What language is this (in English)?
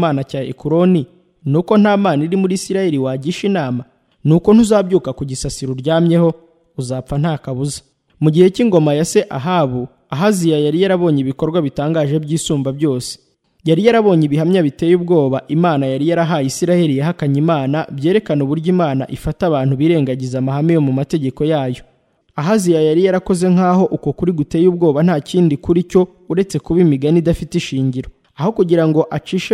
Kinyarwanda